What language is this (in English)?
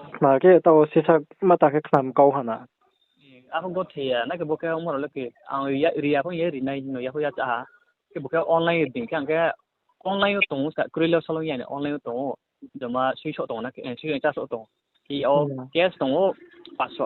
Riang (India)